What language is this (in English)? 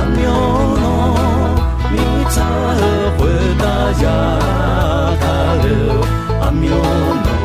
Akha